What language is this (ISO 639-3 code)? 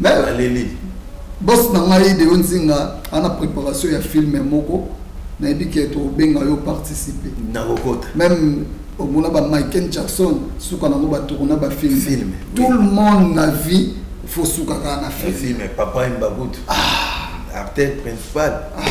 lin